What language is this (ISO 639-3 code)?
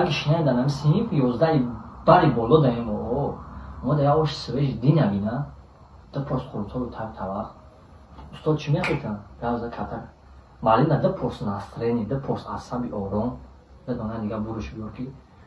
tgk